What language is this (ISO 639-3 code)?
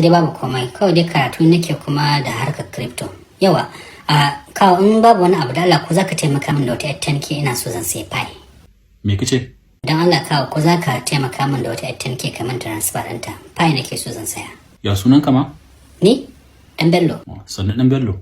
hau